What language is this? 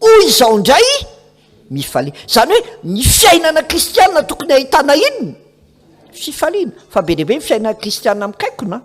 Malagasy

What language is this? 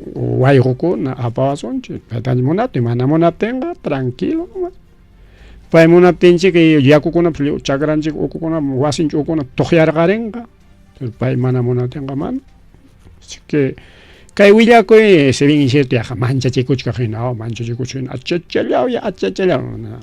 Ayacucho Quechua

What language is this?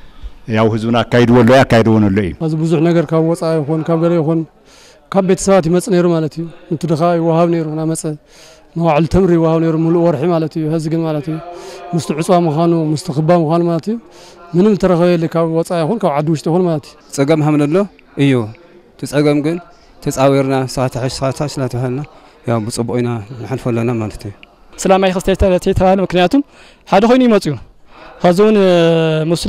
Tigrinya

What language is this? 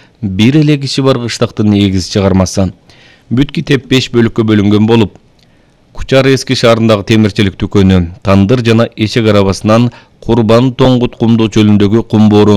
Kyrgyz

